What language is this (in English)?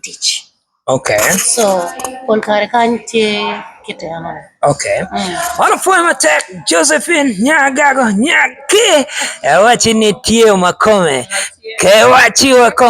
Acoli